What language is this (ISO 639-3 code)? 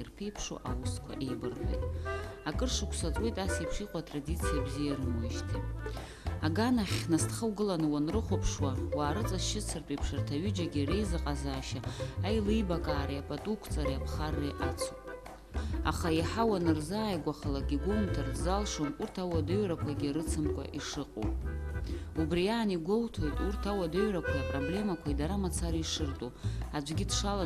abk